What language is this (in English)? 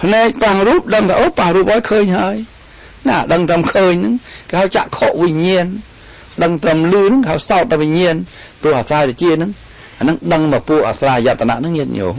Khmer